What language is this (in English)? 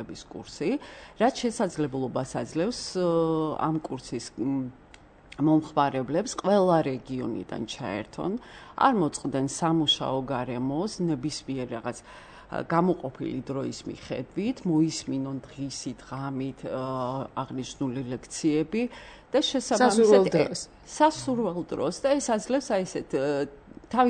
Georgian